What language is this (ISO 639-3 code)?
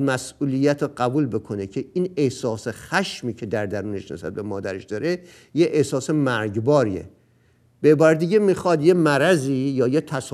fas